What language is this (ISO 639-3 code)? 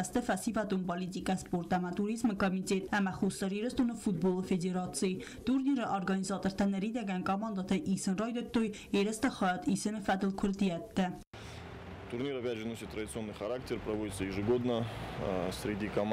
oss